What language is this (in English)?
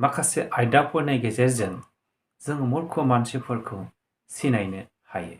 Bodo